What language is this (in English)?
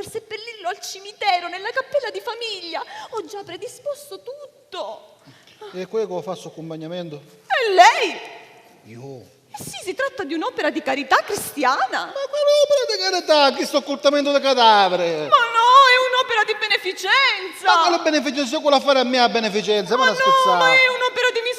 Sicilian